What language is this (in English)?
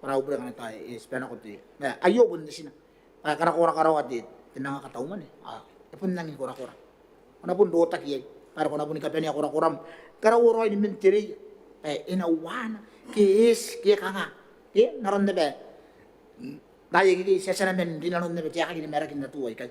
Gilbertese